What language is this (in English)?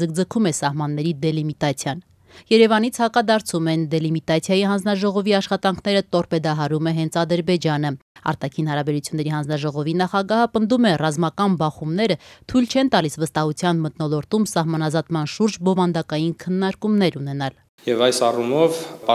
Armenian